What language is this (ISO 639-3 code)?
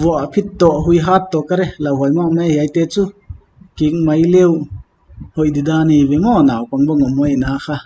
pck